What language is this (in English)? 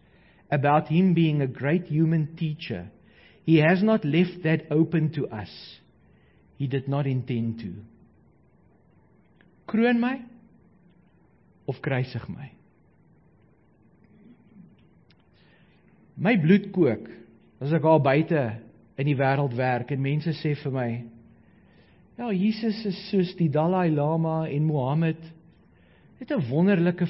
Afrikaans